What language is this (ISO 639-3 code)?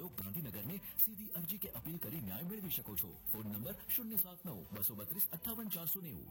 guj